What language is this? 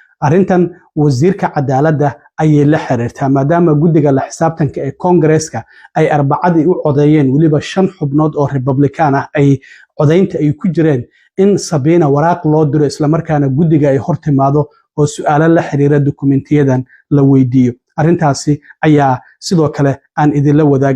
Somali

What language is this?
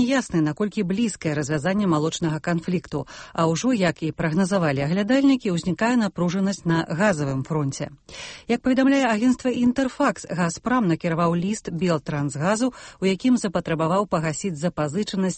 Belarusian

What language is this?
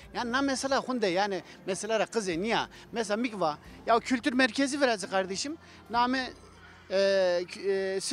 Zaza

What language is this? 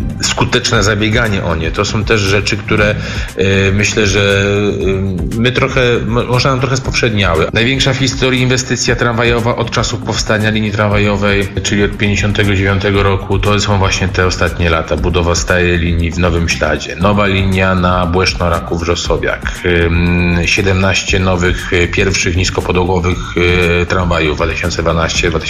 Polish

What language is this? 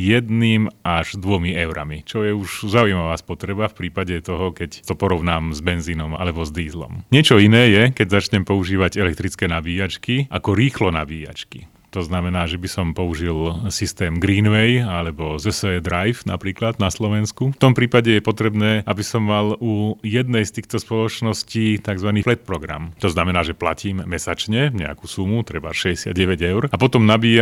Slovak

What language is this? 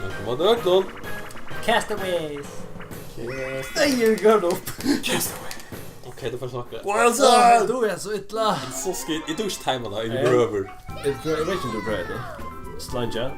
Faroese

